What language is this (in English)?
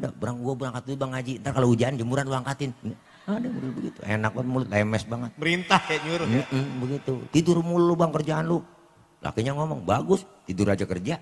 Betawi